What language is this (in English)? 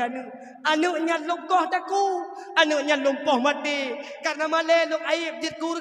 Achinese